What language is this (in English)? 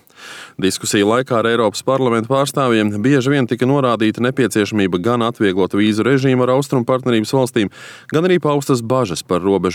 Latvian